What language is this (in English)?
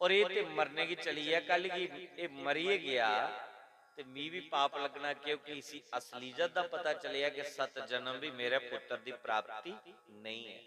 Dogri